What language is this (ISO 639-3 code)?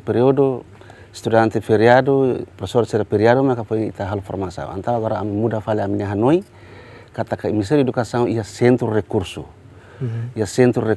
tet